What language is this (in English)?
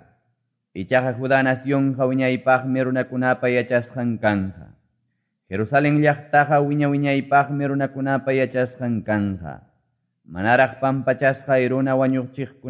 Quechua